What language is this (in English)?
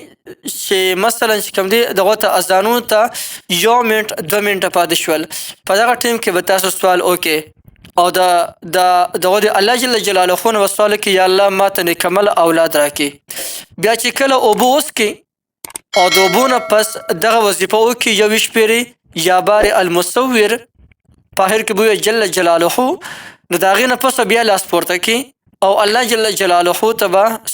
Pashto